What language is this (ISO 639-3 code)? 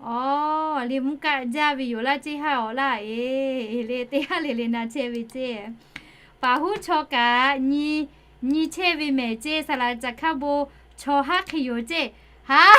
lhu